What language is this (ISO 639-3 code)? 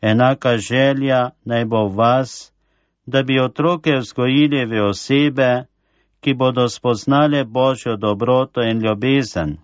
slv